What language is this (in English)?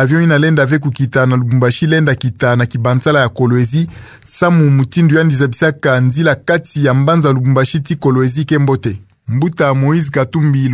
Kituba (Democratic Republic of Congo)